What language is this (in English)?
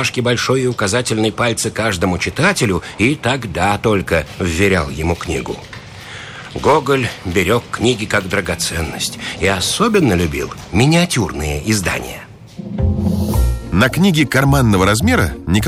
Russian